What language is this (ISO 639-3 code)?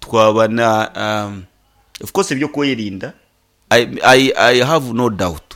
nyn